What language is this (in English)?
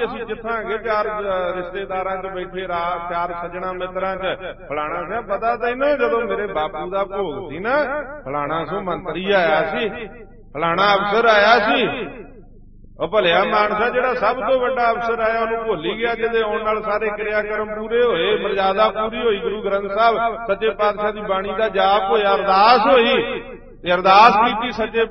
Punjabi